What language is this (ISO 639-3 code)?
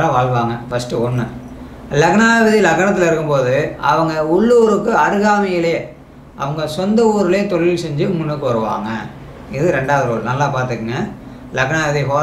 tam